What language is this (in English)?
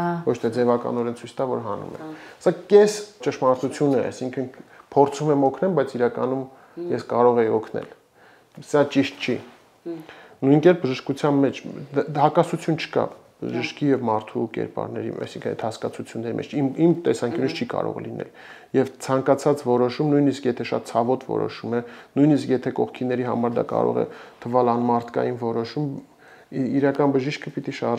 Armenian